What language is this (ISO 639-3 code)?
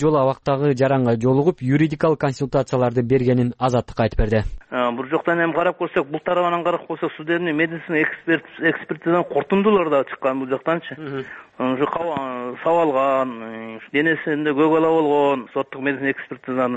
kir